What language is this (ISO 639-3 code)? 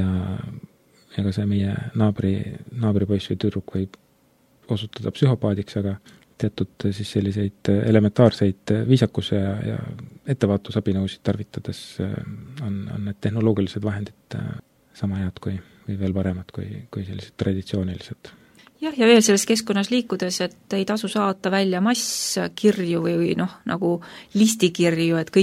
est